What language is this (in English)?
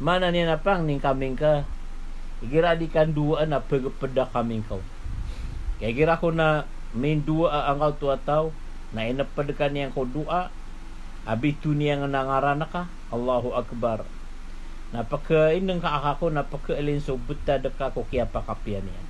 Maranao